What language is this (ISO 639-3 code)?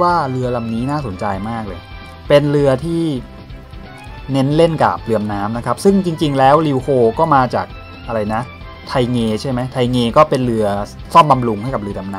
tha